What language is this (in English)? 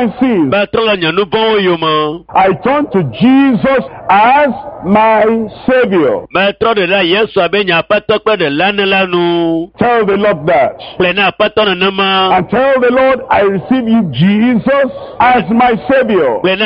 Ewe